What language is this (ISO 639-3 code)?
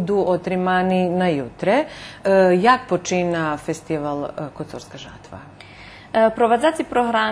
rue